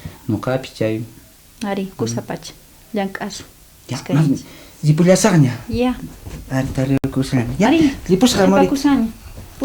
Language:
South Bolivian Quechua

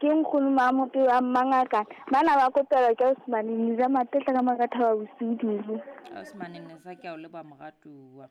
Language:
Southern Sotho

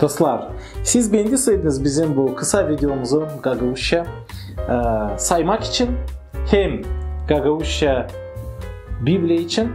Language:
Gagauz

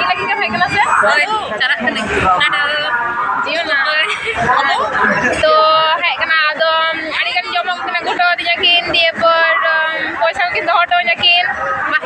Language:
Santali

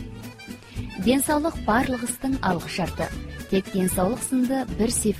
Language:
Kazakh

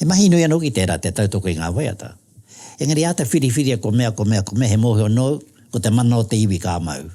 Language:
Māori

